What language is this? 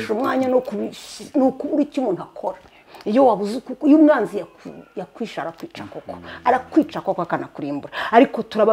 Kinyarwanda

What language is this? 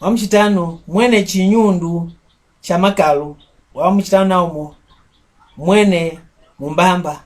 Mbunda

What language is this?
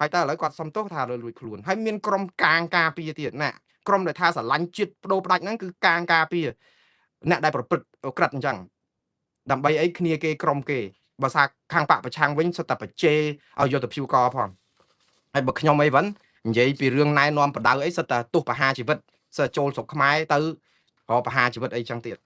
Khmer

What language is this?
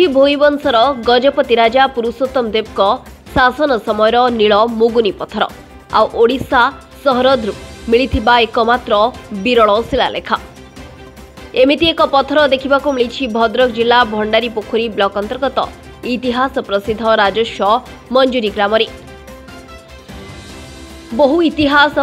Odia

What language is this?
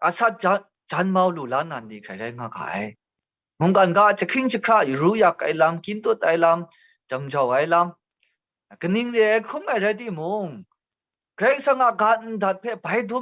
Kachin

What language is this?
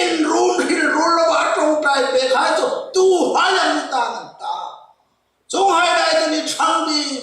Hmar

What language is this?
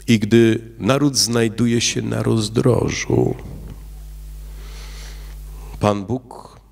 Polish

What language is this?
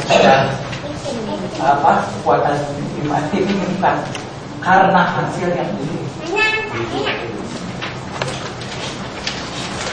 Indonesian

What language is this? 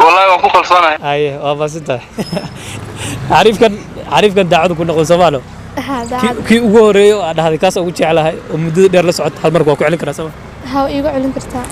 Somali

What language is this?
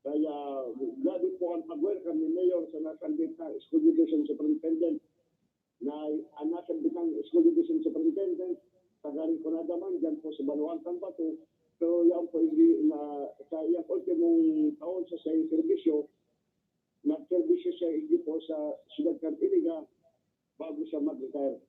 Bikol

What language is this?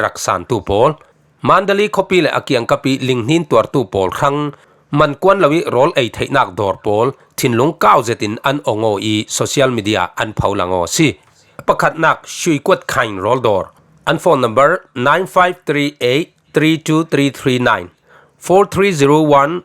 Falam Chin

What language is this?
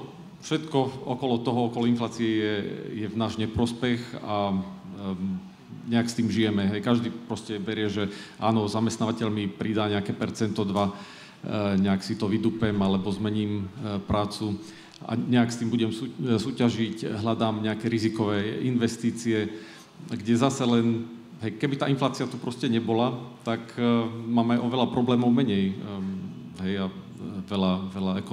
Slovak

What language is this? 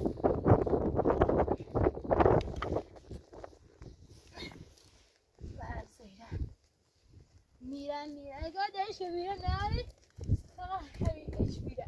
Persian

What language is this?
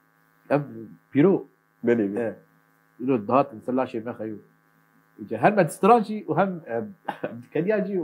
Kurdish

